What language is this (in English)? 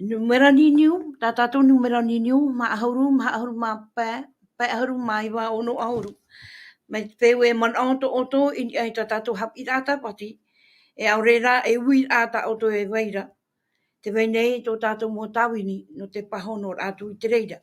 Tahitian